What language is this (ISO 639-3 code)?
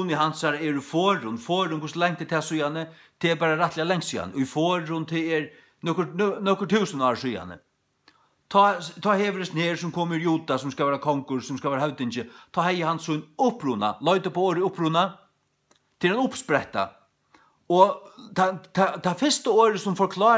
fao